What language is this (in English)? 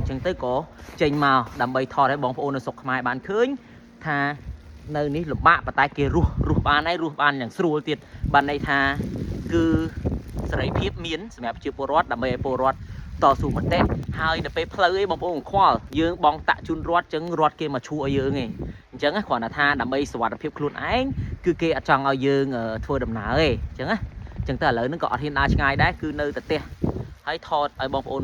Khmer